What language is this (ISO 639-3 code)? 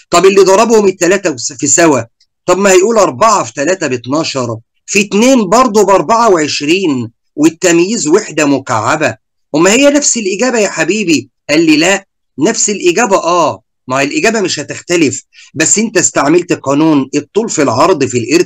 arz